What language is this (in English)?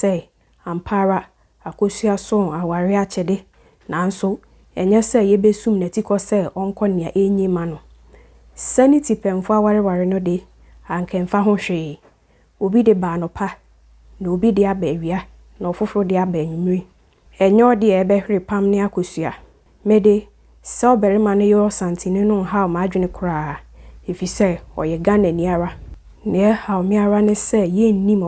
Akan